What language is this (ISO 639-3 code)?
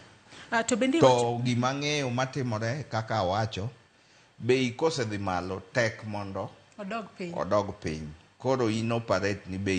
luo